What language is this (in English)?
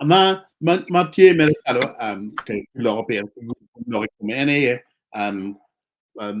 Acoli